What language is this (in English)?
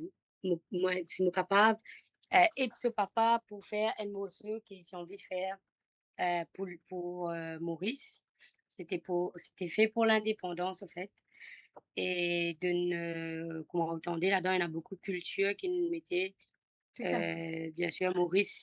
Morisyen